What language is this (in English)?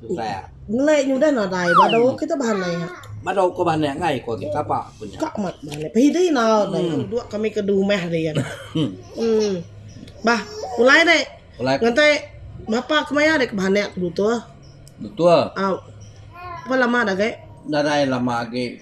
Iban